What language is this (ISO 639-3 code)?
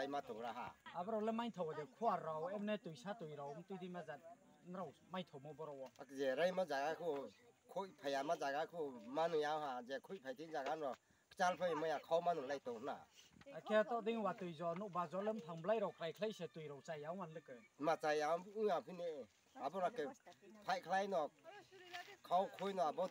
ria